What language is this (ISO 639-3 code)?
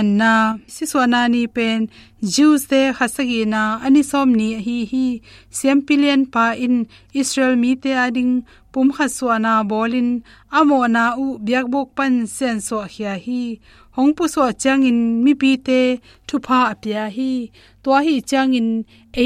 ctd